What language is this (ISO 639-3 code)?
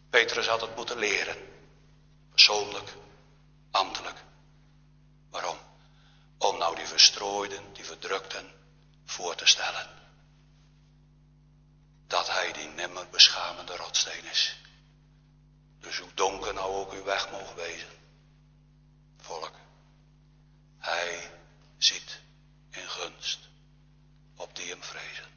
nld